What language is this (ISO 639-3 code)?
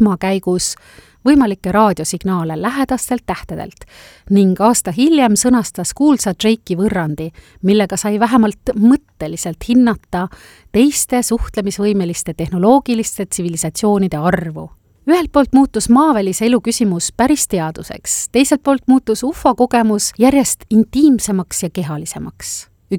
est